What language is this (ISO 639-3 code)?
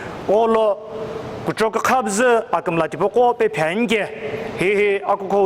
nsm